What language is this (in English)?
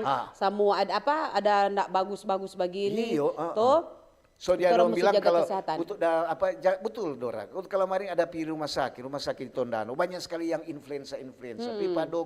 Manado Malay